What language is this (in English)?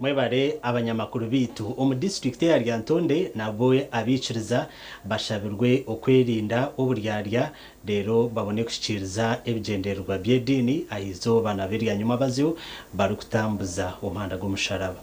Nyankole